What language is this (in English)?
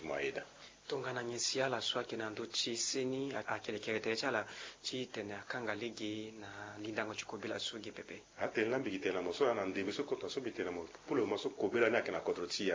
Sango